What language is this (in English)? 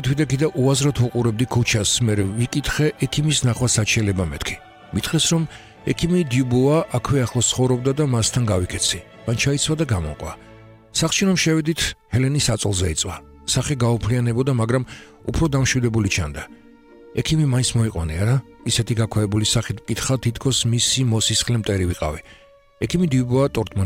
Georgian